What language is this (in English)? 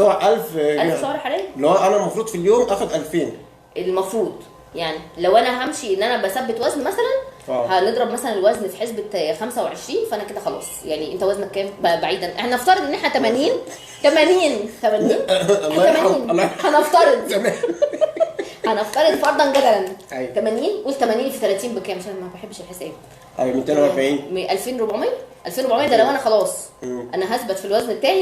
Egyptian Arabic